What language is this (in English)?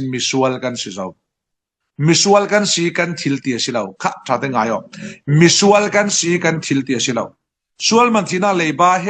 Falam Chin